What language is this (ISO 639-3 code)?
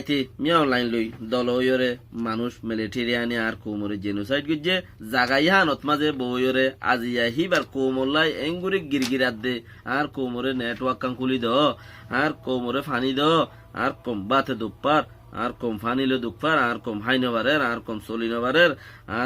rhg